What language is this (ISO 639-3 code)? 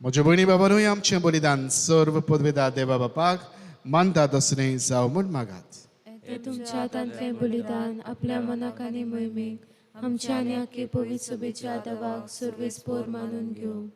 kok